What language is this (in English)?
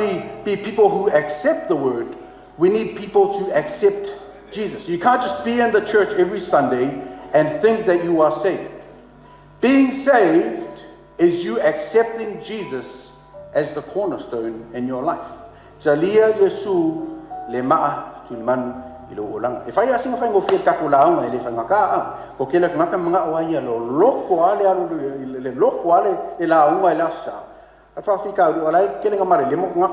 Samoan